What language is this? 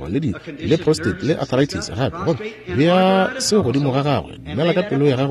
Northern Sotho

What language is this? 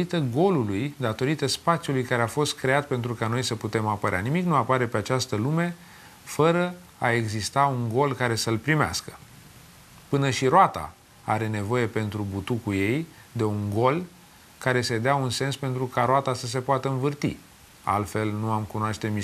Romanian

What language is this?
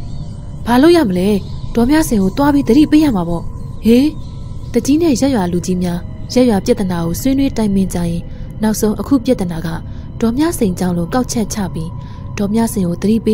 Burmese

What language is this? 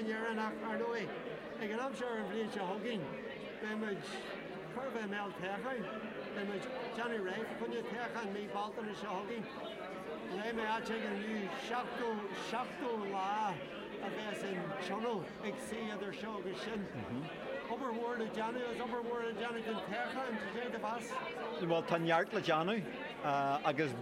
Irish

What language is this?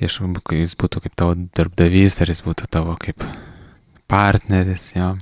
Lithuanian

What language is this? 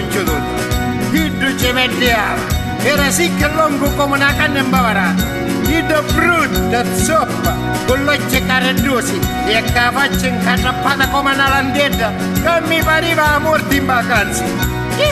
Sicilian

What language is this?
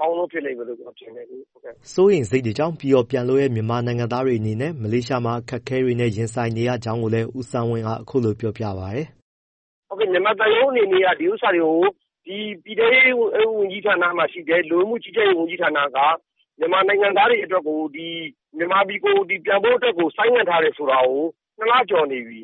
Burmese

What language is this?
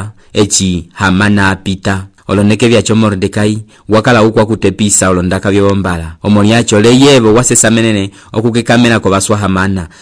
Umbundu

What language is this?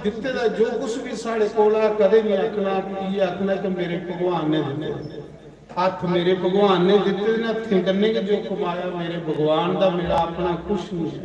Dogri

